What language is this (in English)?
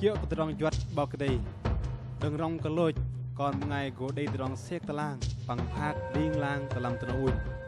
Bahnar